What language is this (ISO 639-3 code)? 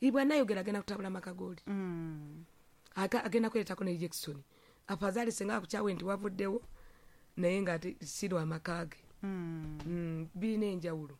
lug